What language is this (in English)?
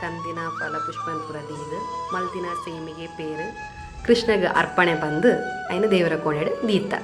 Tulu